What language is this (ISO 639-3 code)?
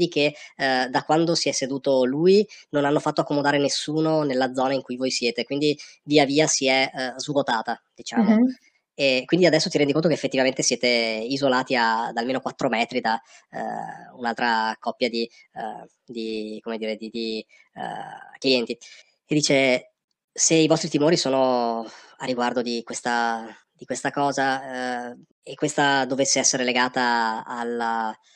ita